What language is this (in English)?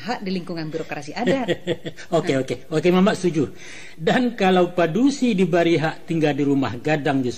Minangkabau